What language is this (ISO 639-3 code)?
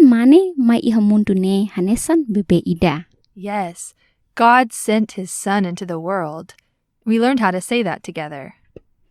tet